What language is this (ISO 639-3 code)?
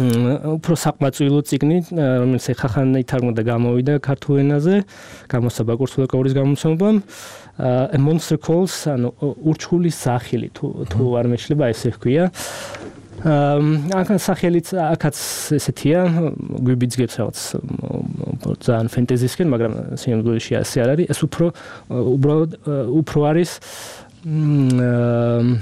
kat